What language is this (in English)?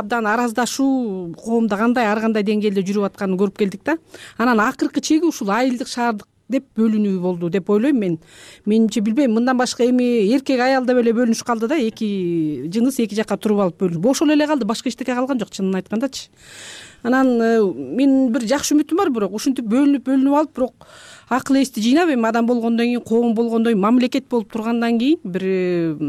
Kyrgyz